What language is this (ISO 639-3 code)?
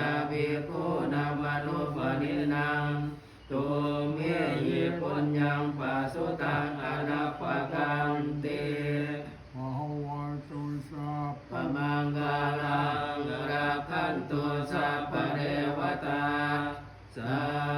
pli